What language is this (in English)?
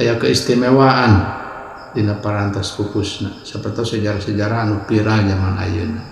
Sundanese